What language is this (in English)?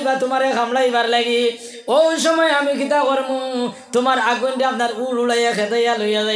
Sylheti